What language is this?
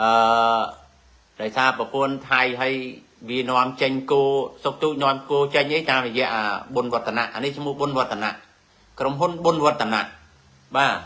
Khmer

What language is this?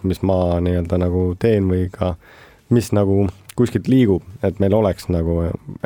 Estonian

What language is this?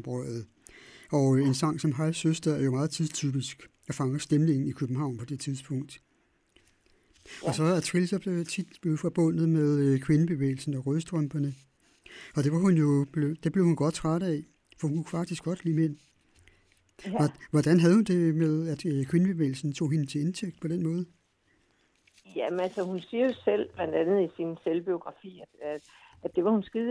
Danish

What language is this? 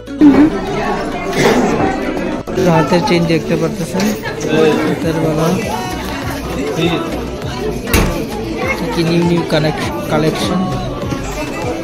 Bangla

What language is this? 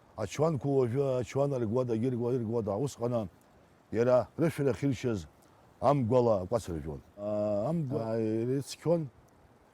Abkhazian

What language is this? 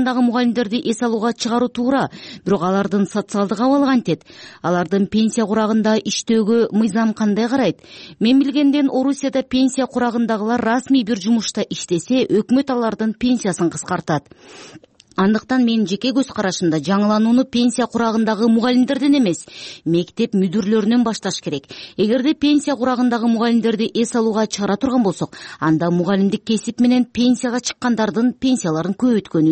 Kyrgyz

